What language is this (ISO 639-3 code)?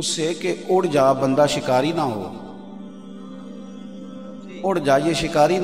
urd